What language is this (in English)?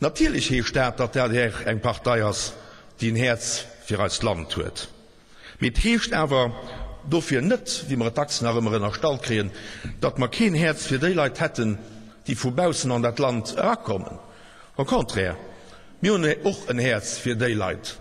Luxembourgish